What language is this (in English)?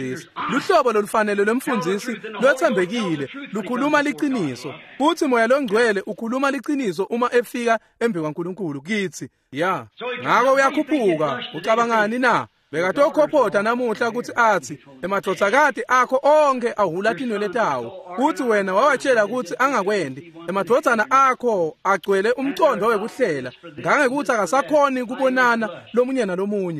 Swati